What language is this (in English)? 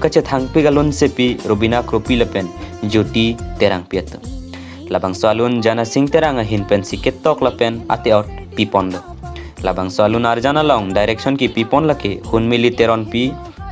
Karbi